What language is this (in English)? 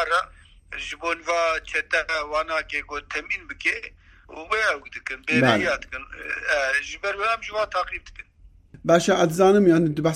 Kurdish